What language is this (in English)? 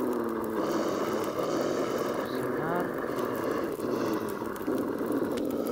Spanish